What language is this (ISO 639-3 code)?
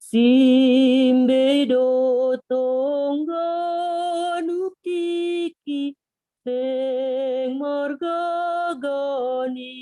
bts